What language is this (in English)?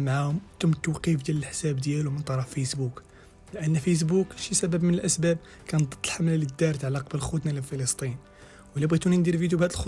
Moroccan Arabic